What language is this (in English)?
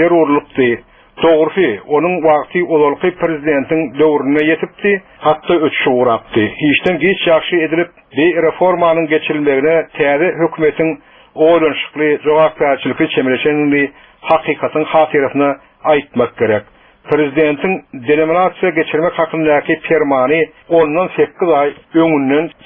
Turkmen